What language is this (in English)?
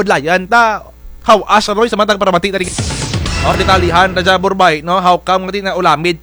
Kinaray-a